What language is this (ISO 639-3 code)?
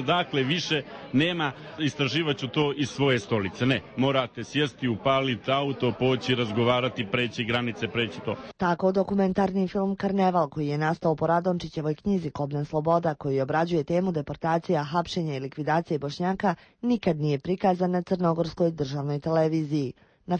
bos